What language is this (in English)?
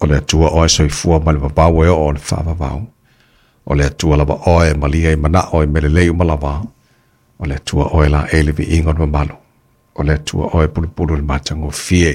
Samoan